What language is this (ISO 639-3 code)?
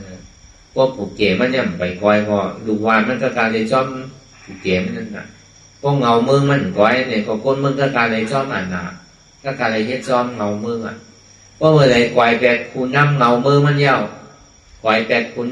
shn